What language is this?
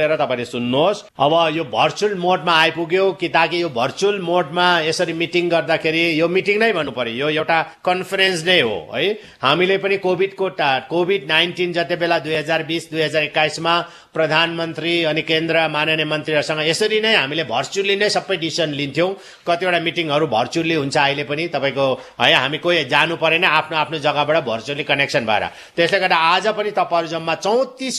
Nepali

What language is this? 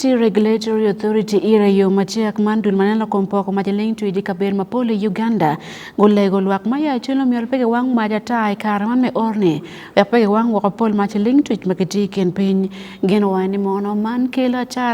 Acoli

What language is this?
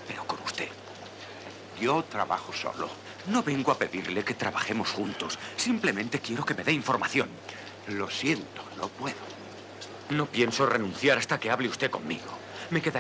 Spanish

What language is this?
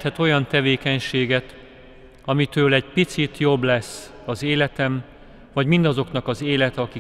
Hungarian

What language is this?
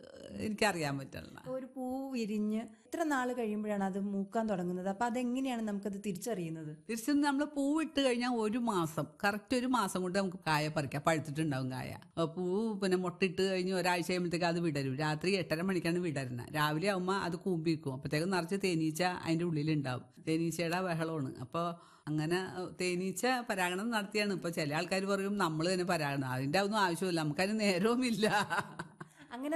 Malayalam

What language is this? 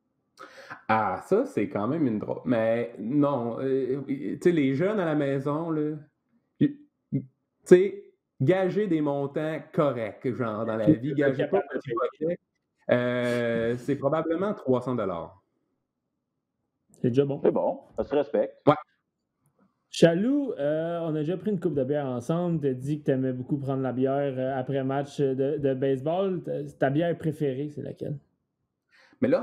French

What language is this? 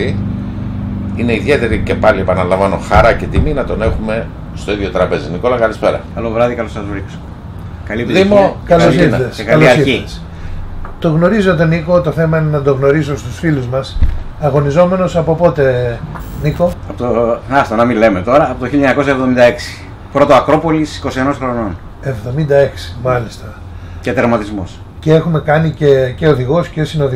Greek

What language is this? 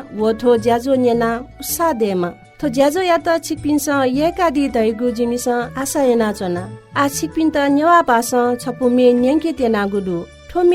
Newari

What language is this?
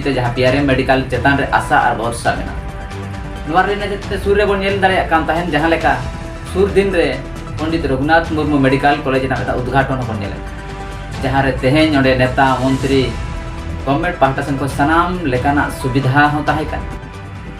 Santali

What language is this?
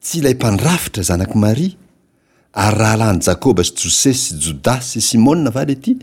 Malagasy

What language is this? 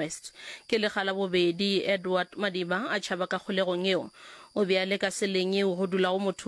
Northern Sotho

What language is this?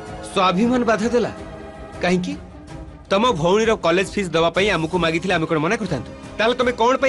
Odia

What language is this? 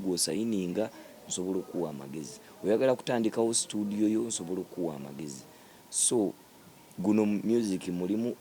Ganda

